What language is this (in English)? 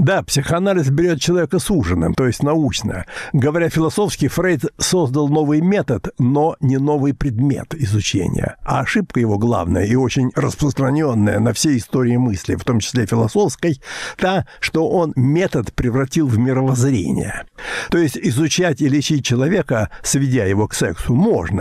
Russian